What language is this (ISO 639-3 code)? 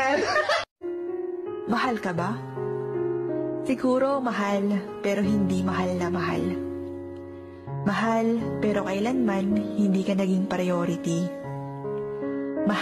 fil